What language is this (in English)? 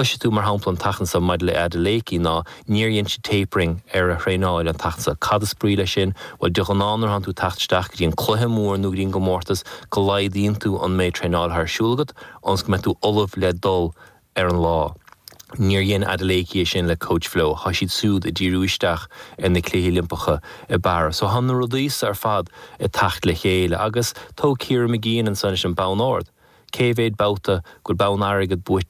Irish